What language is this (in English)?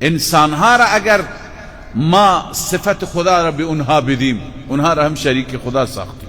Persian